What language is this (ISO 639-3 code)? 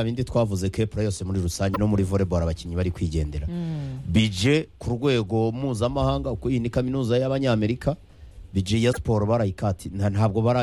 kin